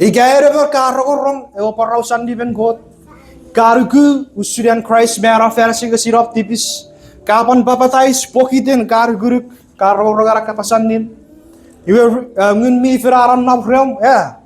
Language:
Chuukese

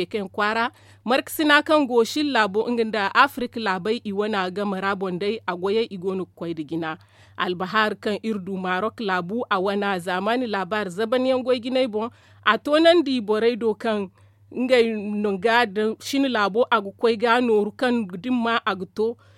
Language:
Zarma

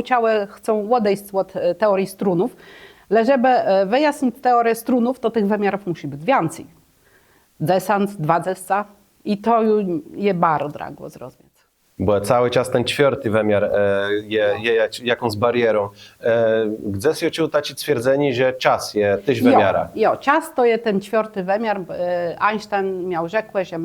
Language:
Kashubian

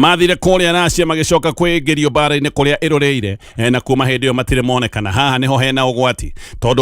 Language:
Kikuyu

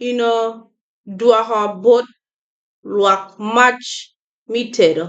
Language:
Acoli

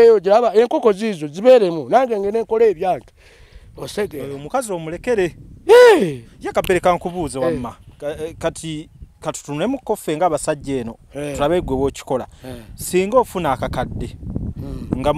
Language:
Ganda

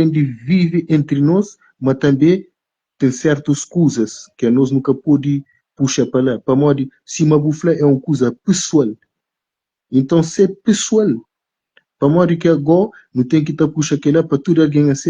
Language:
Kabuverdianu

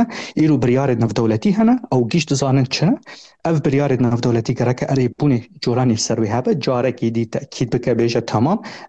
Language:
Kurdish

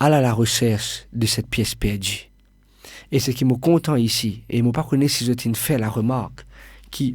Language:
Morisyen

